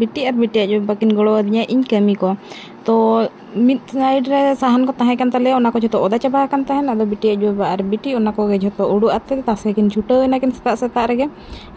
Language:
Santali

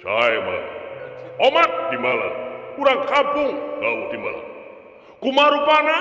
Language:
Sundanese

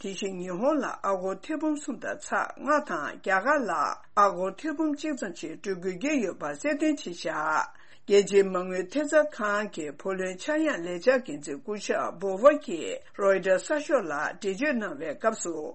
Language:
Tibetan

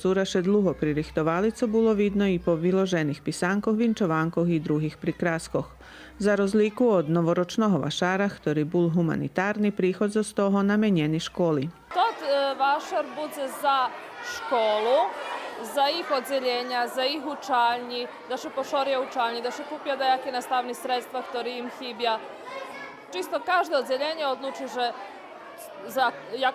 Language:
Rusyn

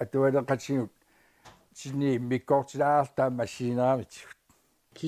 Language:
Kalaallisut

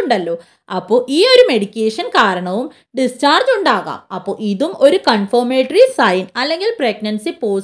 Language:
Malayalam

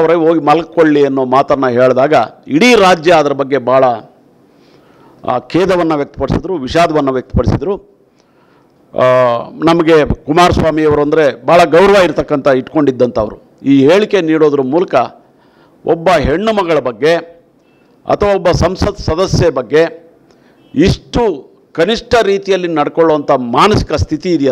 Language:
Kannada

